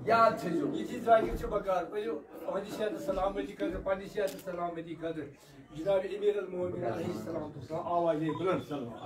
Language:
Kashmiri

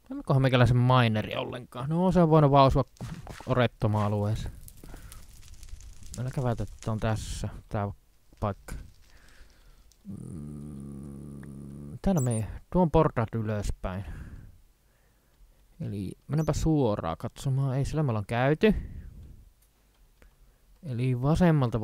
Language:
Finnish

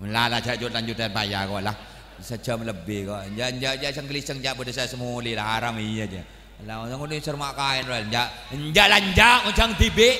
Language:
Madurese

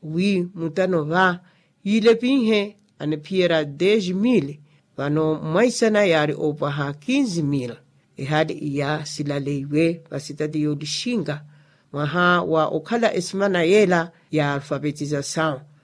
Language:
Makhuwa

